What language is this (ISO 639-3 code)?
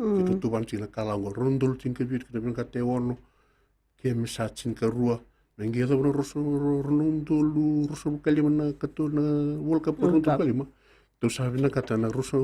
fij